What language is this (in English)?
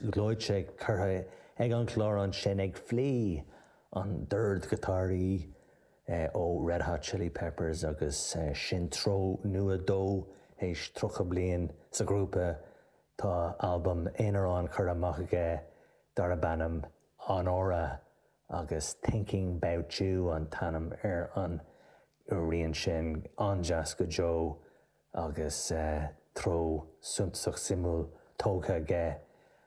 Irish